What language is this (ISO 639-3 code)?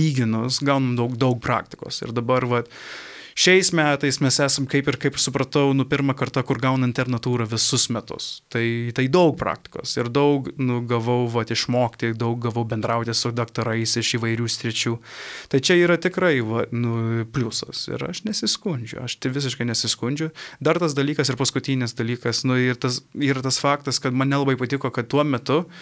lit